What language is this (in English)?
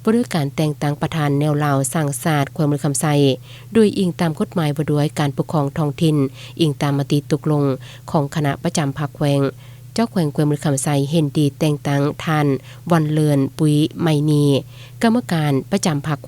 Lao